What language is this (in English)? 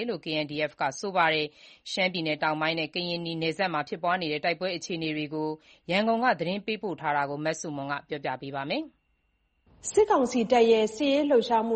Burmese